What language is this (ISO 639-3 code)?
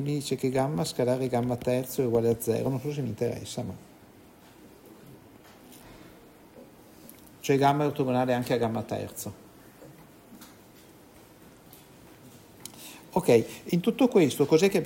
ita